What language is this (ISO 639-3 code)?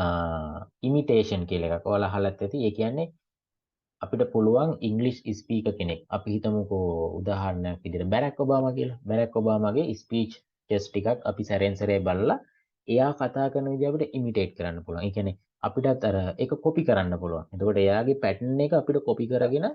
sin